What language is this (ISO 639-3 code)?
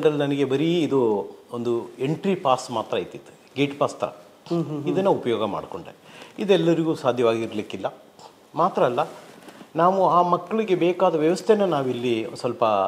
kan